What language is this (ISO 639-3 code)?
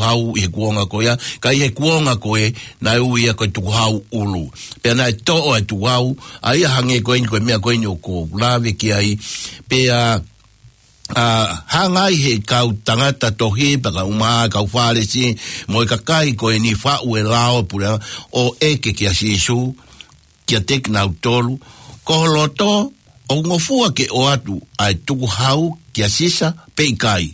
ton